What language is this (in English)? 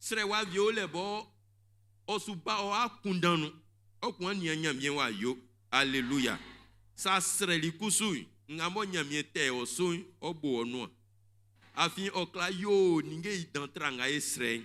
Baoulé